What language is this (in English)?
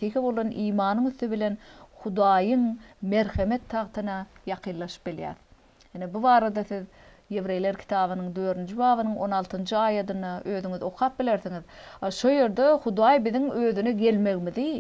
Turkmen